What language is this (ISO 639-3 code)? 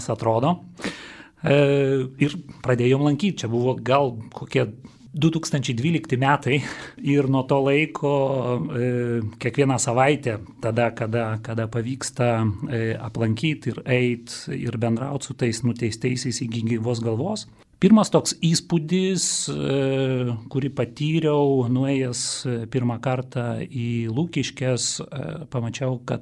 lit